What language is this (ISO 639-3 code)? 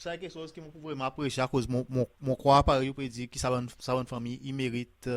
crs